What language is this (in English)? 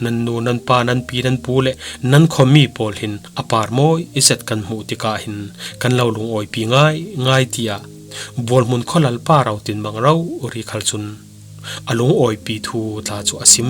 Falam Chin